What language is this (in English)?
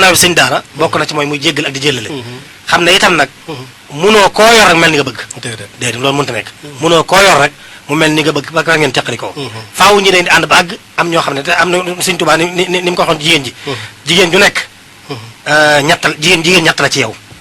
Wolof